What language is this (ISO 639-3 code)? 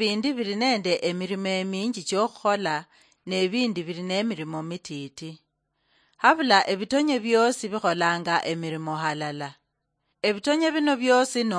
luy